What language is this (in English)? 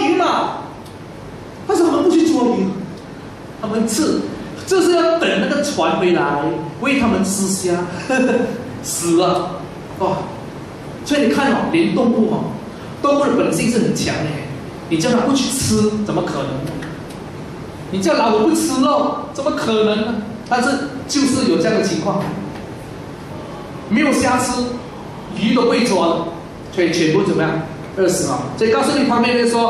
Chinese